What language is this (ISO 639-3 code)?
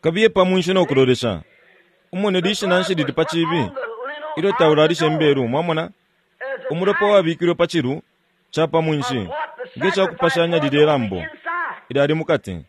bem